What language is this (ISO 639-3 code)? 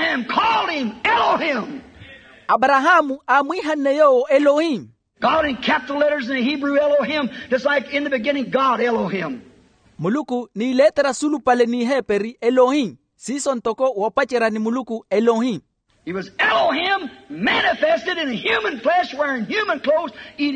vmw